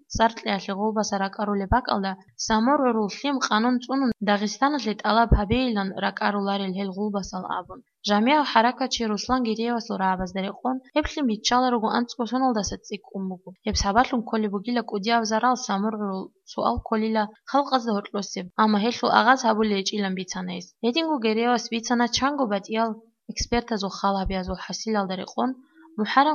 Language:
Avaric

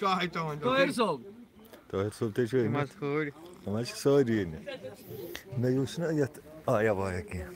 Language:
Kashmiri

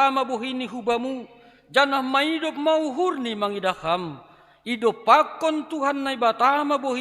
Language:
Batak Simalungun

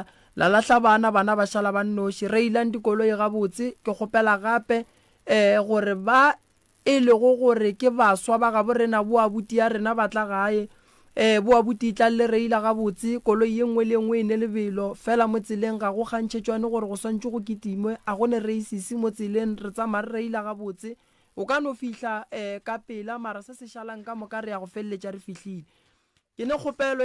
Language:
Northern Sotho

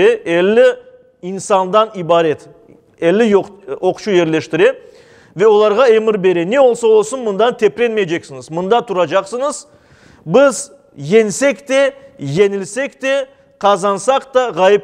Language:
Crimean Tatar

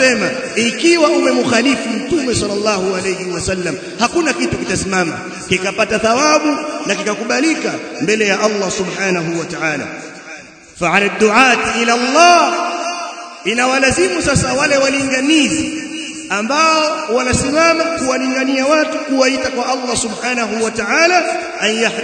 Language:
Swahili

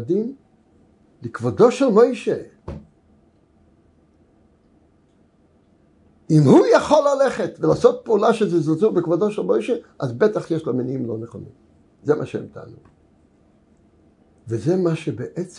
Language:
Hebrew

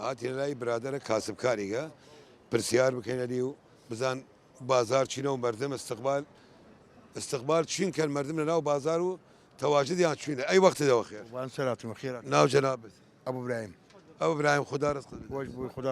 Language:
Southern Kurdish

